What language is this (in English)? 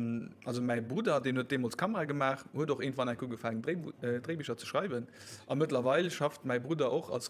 Luxembourgish